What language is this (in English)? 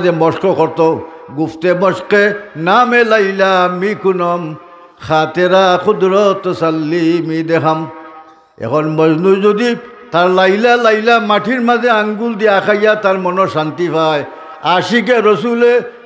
Sylheti